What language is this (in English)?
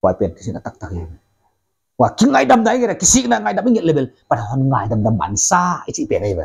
Paite Chin